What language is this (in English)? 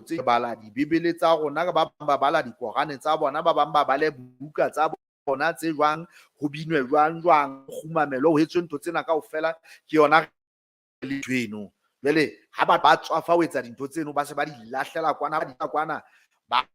Southern Sotho